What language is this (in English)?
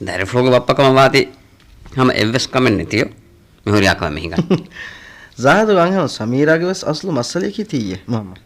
Divehi